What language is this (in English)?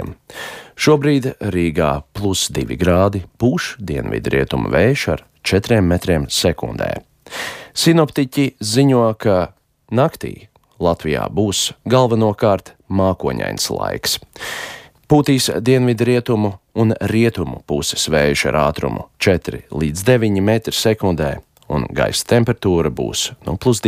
Latvian